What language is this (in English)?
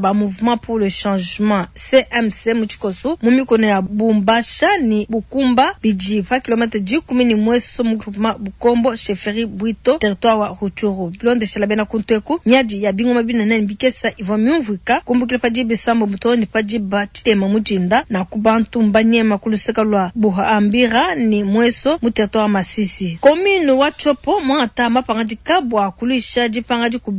Luba-Lulua